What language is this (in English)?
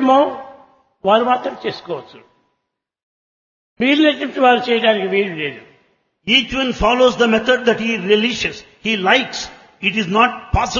Telugu